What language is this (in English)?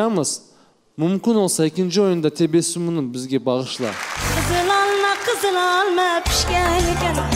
Crimean Tatar